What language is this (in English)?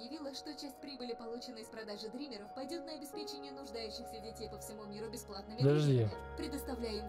Russian